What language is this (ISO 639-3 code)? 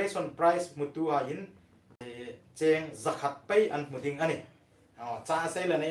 hmr